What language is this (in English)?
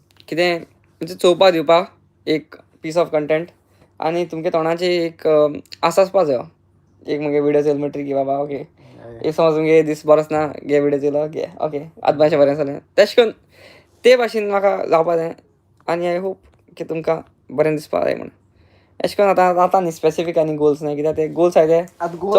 Konkani